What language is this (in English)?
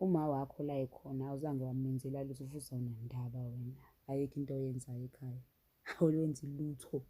Zulu